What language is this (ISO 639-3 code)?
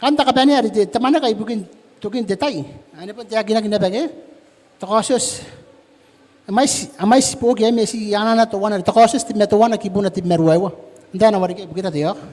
gil